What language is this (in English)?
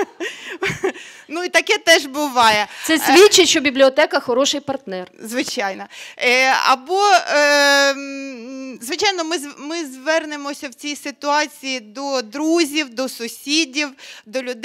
Ukrainian